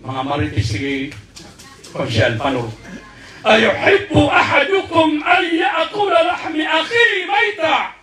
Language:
Maranao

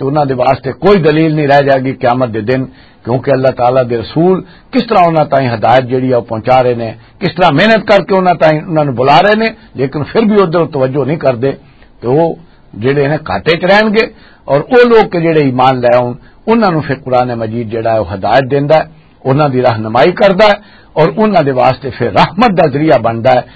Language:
Western Panjabi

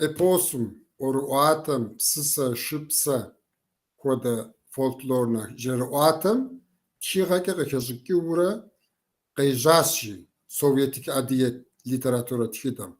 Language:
Kabardian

